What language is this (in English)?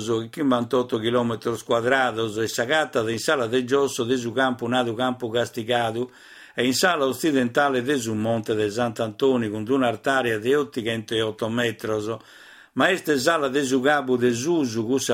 Sardinian